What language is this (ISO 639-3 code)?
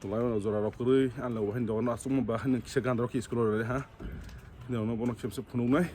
trp